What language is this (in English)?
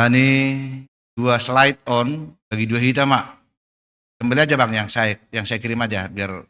Batak Simalungun